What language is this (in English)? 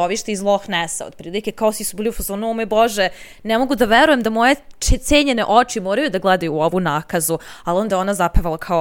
Serbian